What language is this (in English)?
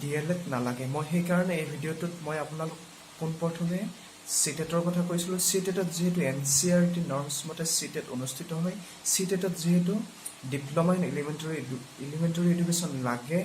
Assamese